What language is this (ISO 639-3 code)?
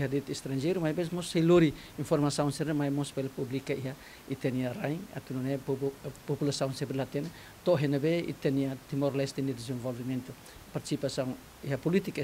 tet